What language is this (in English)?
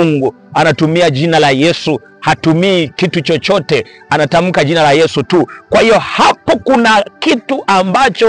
Swahili